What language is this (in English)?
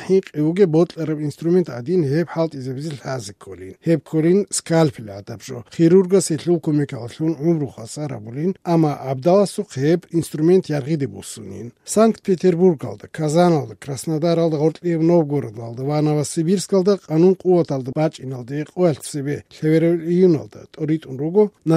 Avaric